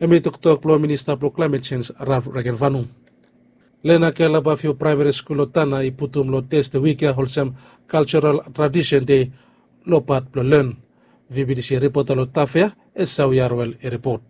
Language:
Bislama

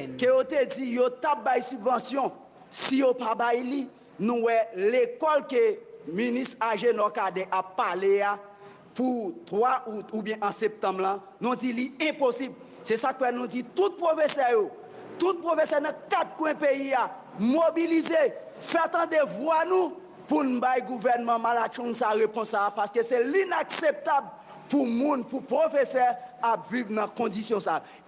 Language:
Haitian Creole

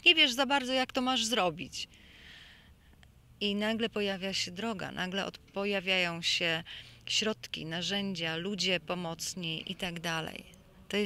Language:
Polish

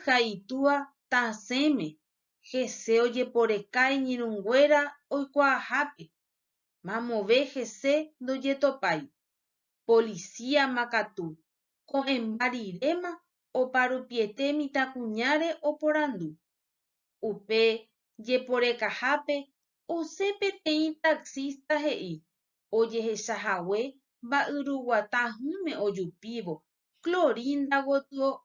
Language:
Guarani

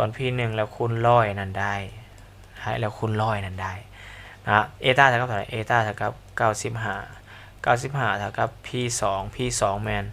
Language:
Lao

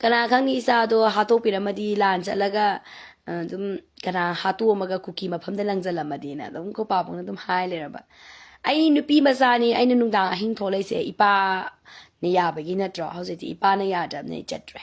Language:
Manipuri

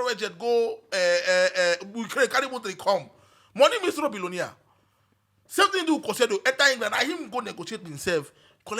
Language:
Nigerian Pidgin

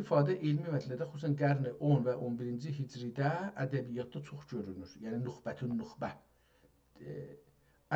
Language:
South Azerbaijani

